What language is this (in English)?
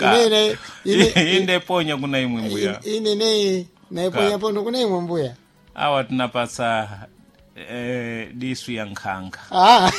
Sena